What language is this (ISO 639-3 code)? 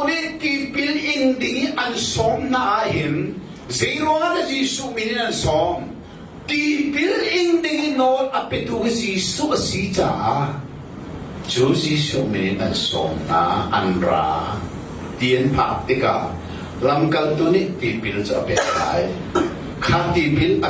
cnh